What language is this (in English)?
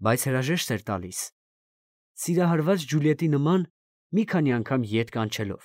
Armenian